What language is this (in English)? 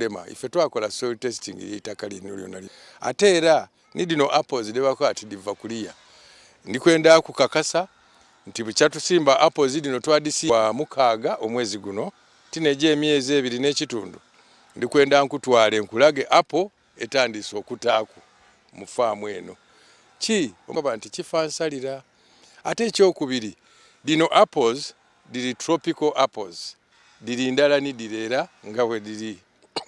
Soga